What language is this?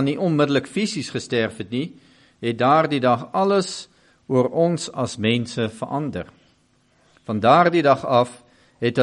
Afrikaans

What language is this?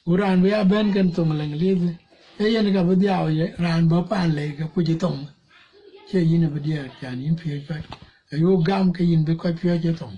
Dinka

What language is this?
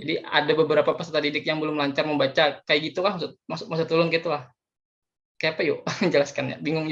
Banjar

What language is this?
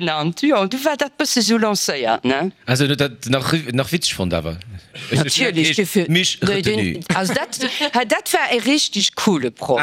Luxembourgish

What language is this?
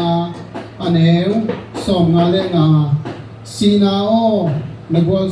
Tedim Chin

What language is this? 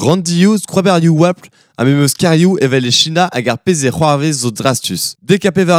Breton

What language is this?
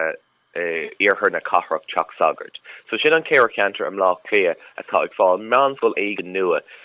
Irish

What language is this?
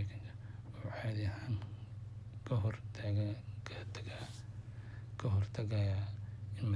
Somali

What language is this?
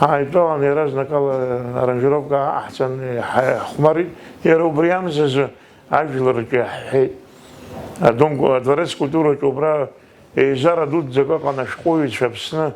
Abkhazian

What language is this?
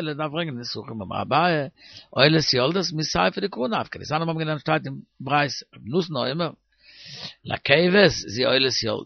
Yiddish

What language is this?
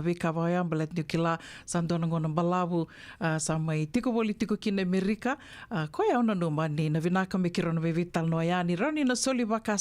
Fijian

